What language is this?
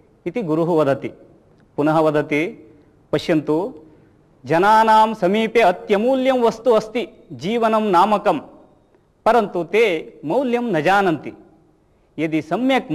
Sanskrit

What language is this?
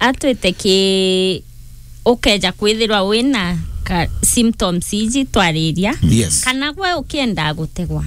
Meru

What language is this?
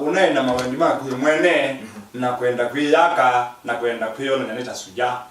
Kamba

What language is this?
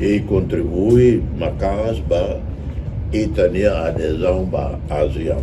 Tetum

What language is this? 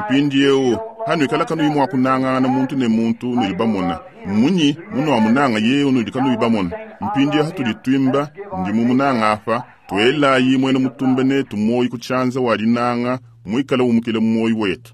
Luba-Lulua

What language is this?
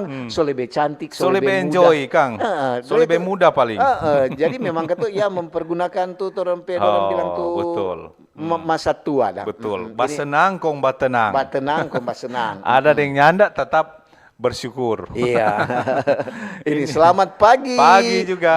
Manado Malay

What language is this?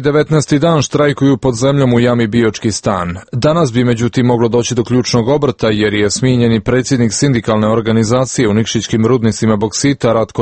Serbian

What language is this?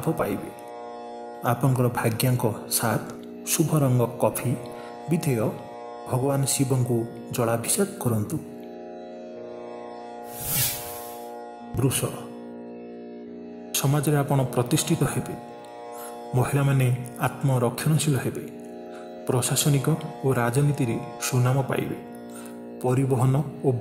Odia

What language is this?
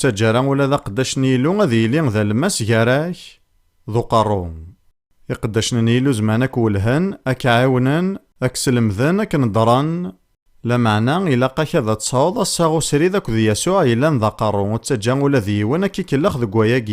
Kabyle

